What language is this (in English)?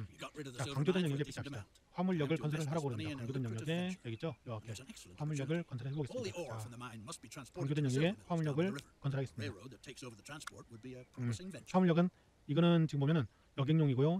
Korean